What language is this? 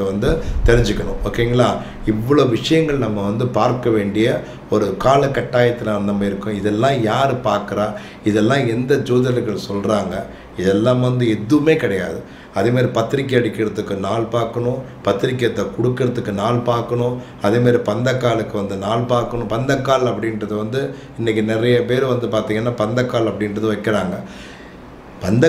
Tamil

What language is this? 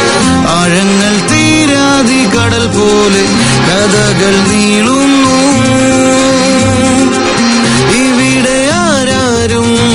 Malayalam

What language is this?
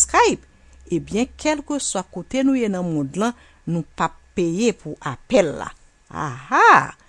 Haitian Creole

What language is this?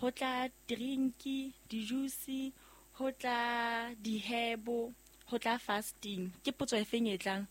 Southern Sotho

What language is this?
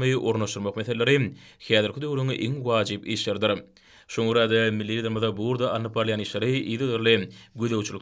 Turkmen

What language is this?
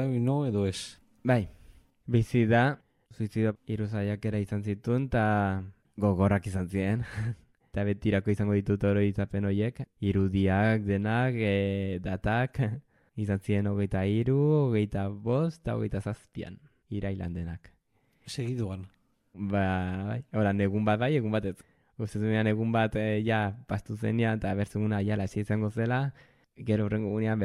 Basque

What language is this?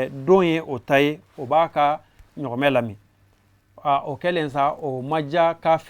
Bambara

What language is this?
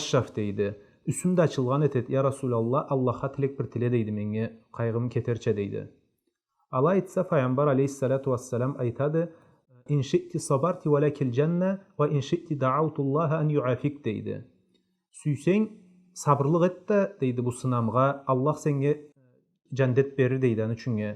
Karachay-Balkar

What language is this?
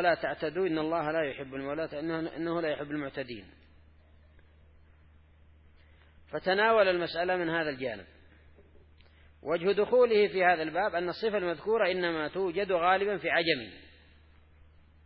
Arabic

